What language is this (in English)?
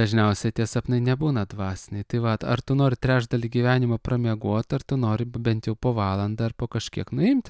Lithuanian